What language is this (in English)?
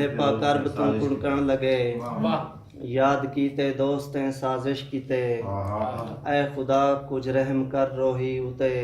Saraiki